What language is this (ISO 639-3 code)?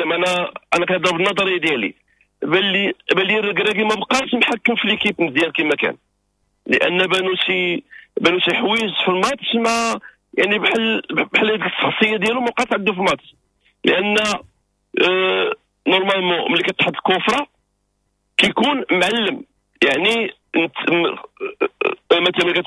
ary